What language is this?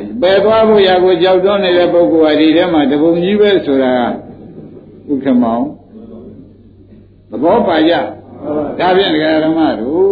Burmese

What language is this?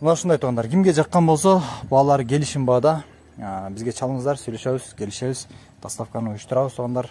Kyrgyz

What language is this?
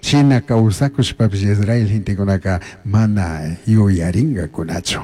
Chimborazo Highland Quichua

